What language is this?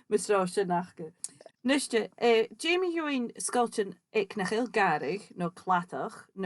Scottish Gaelic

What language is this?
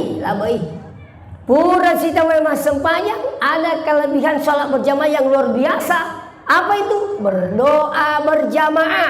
Buginese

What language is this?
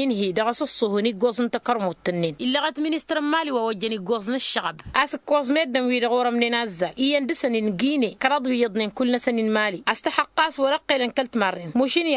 Tamasheq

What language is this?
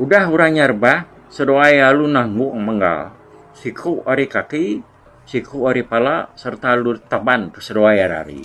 Iban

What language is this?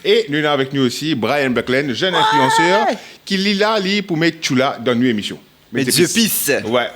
Morisyen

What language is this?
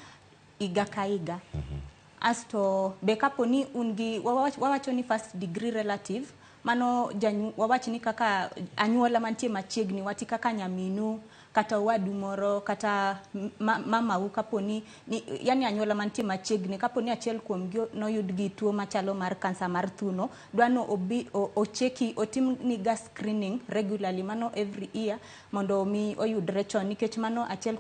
Luo (Kenya and Tanzania)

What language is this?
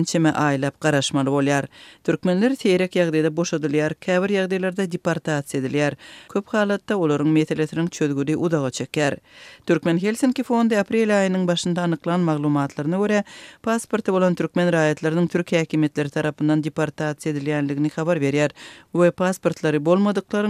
Turkmen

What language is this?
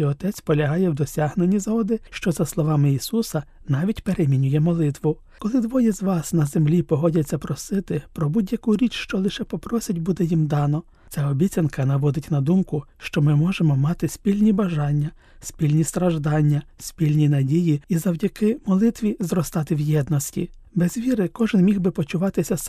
Ukrainian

